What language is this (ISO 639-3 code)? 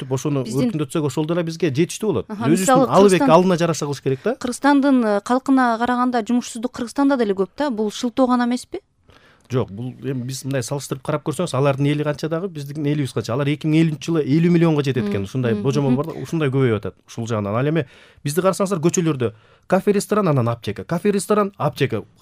kir